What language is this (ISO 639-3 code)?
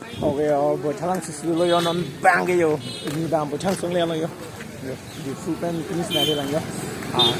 mjw